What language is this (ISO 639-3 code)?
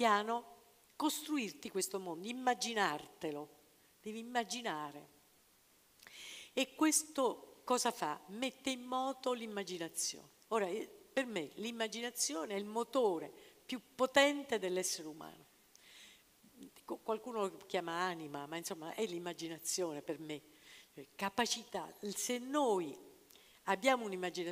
ita